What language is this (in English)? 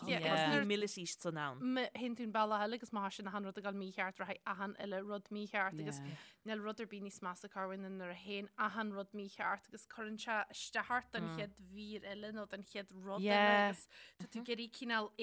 Irish